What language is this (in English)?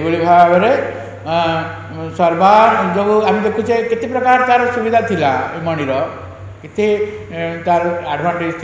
Odia